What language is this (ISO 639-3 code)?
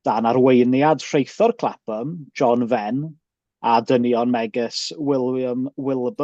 cym